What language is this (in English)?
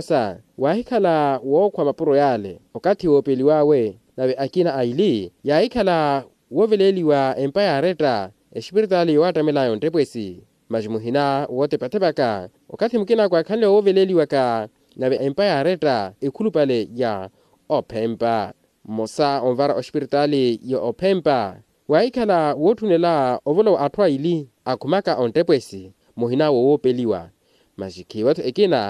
Makhuwa